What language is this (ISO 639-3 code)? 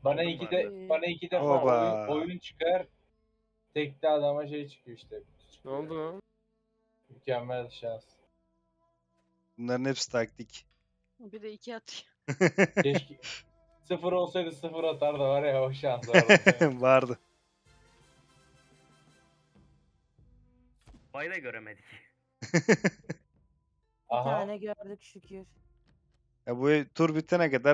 tur